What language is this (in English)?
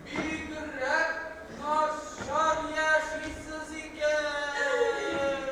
Tatar